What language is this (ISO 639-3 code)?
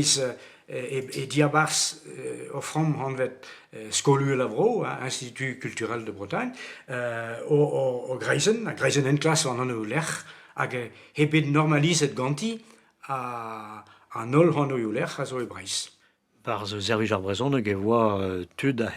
bre